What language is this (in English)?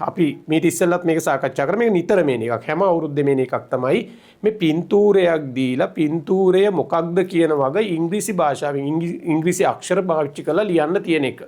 Sinhala